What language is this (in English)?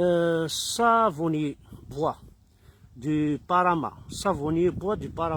Kabyle